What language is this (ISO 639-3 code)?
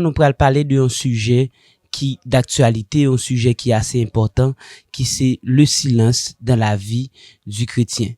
hat